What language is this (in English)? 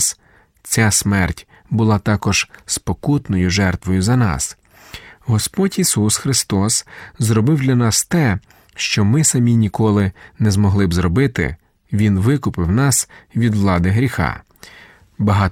Ukrainian